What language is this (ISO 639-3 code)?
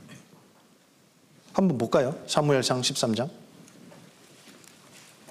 kor